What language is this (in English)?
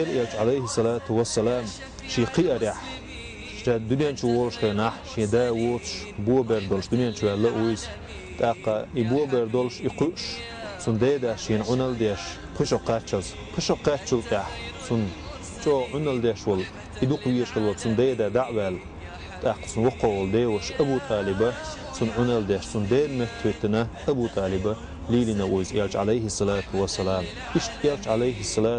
Chechen